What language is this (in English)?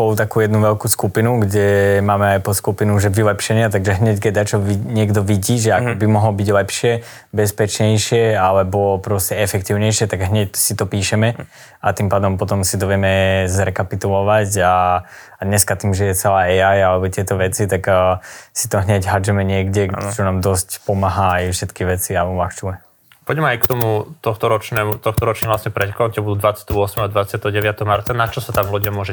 Slovak